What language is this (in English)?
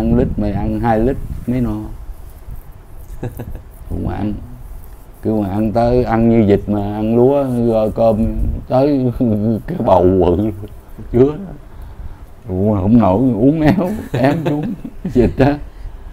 Vietnamese